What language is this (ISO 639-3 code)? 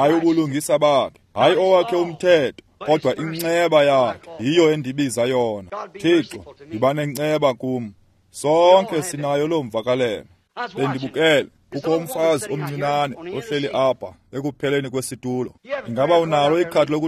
xho